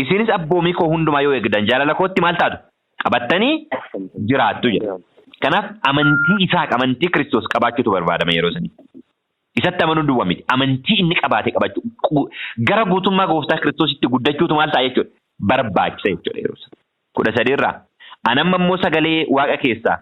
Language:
Oromo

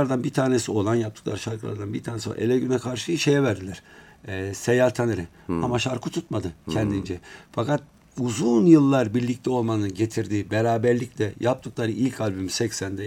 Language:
Turkish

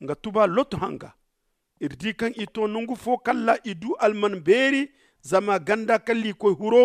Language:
Zarma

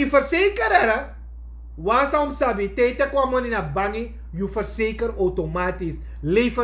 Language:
Sranan Tongo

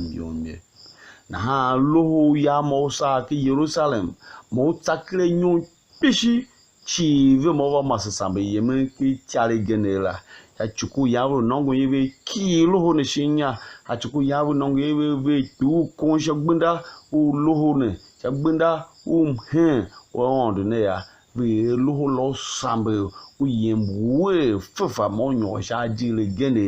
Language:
Tiv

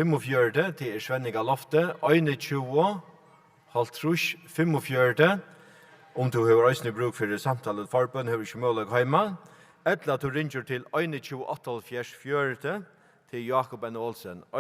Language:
Faroese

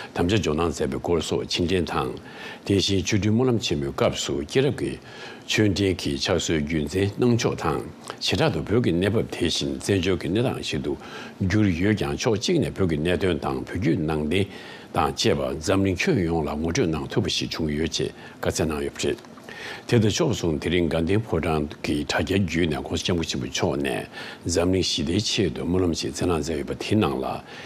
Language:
Tibetan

